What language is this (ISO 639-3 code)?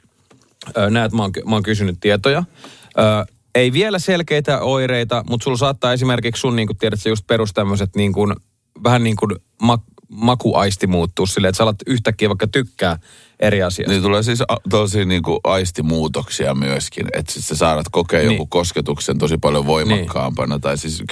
fin